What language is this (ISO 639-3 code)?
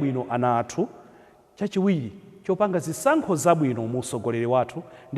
nya